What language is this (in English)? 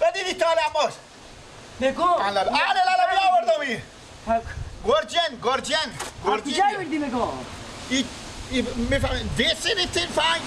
Persian